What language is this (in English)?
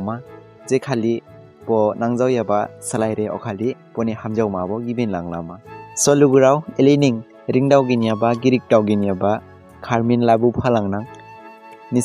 Dimasa